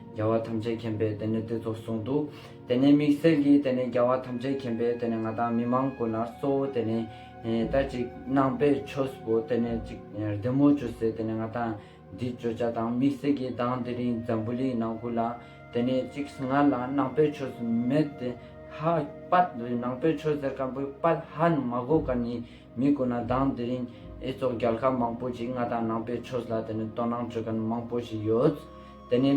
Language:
Ladakhi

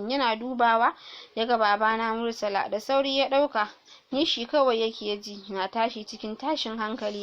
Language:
Hausa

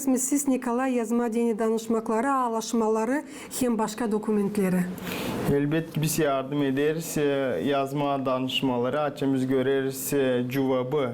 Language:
Gagauz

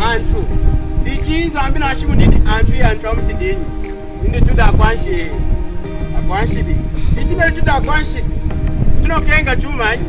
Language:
Lunda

